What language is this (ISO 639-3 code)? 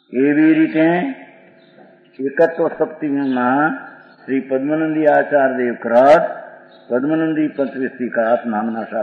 guj